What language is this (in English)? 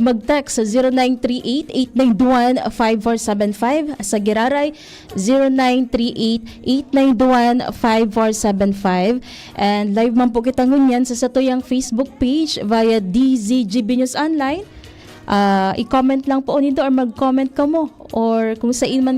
Bikol